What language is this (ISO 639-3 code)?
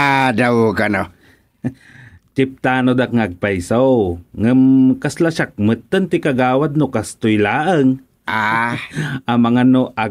ilo